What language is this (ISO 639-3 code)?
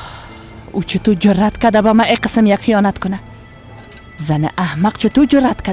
fas